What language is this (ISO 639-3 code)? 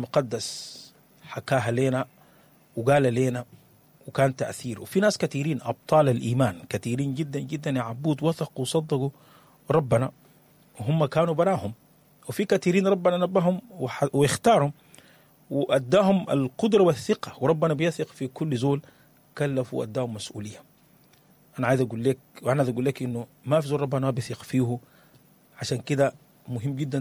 apd